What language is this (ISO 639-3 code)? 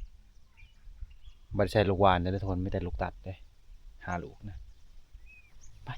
lao